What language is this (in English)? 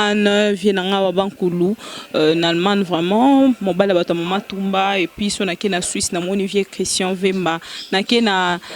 Lingala